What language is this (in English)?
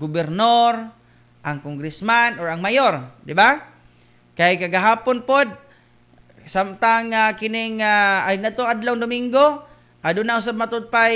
Cebuano